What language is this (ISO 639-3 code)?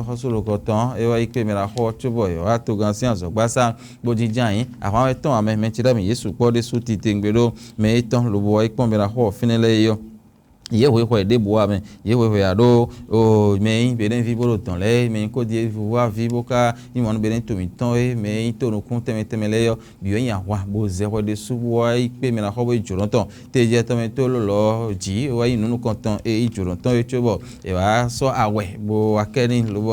fon